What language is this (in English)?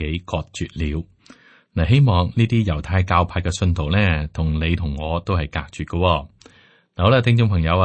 Cantonese